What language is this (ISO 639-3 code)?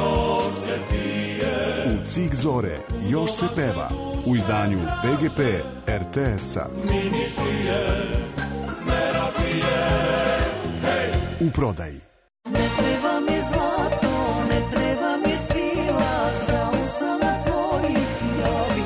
srp